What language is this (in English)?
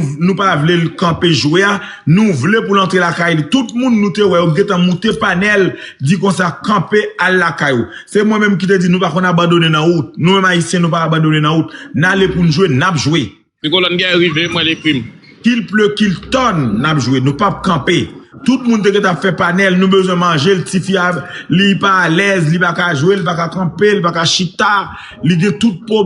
Haitian Creole